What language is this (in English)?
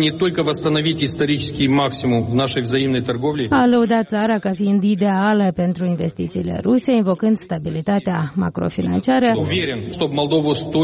Romanian